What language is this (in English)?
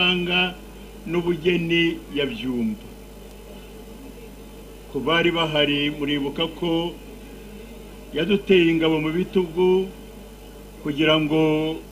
Kinyarwanda